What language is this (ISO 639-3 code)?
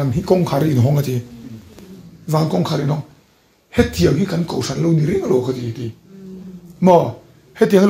lus